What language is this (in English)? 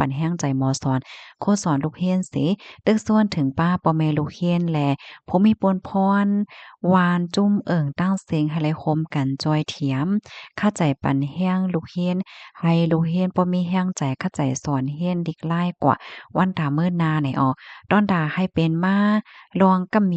Shan